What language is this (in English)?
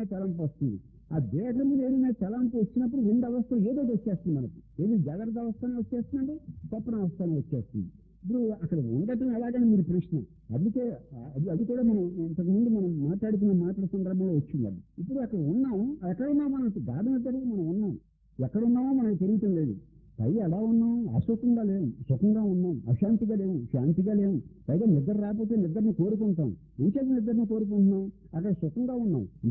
Telugu